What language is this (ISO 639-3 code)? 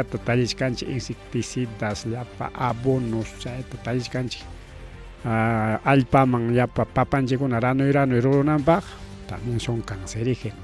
quy